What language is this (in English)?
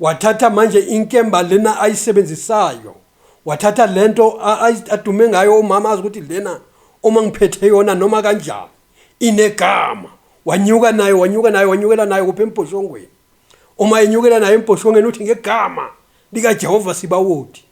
Zulu